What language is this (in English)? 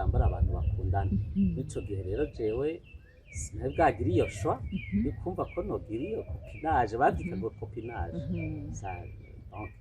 Rundi